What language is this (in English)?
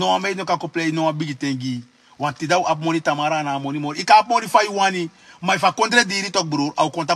Sranan Tongo